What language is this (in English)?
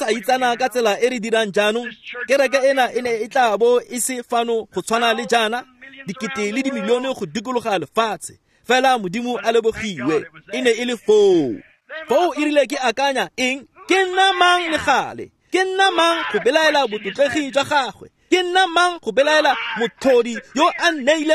Tswana